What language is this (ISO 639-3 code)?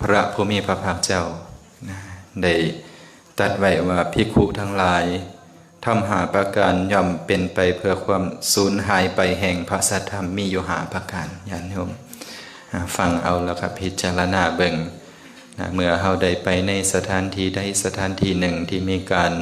lao